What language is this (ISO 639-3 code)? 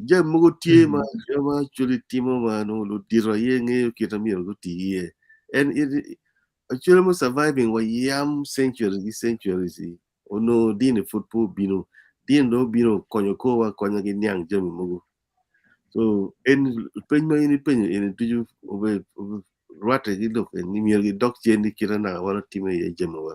ach